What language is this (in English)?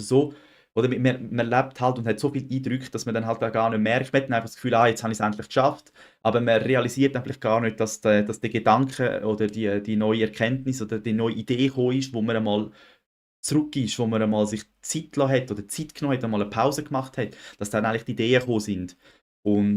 Swiss German